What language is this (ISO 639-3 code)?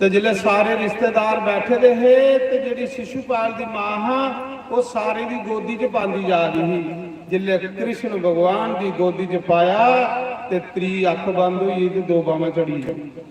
doi